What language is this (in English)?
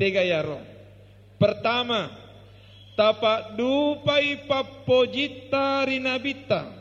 Buginese